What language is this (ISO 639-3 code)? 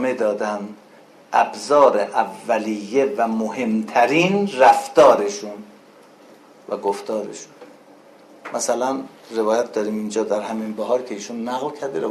fas